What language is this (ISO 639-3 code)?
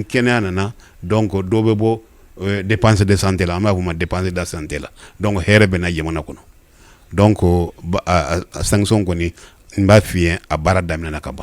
bam